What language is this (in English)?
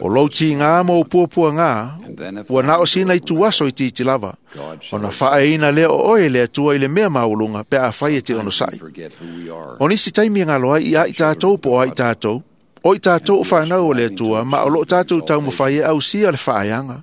Samoan